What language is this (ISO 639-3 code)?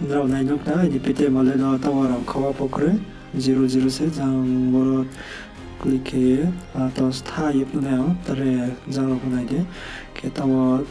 ria